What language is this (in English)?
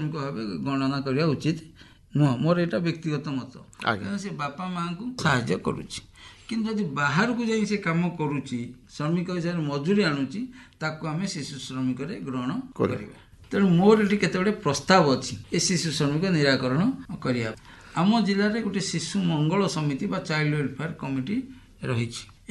Odia